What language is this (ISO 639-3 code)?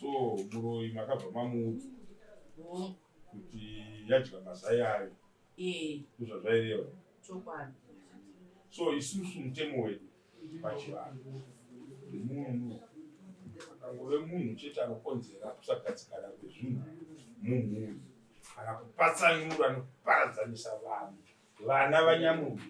sna